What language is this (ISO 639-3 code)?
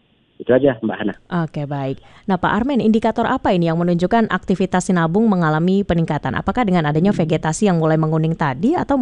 ind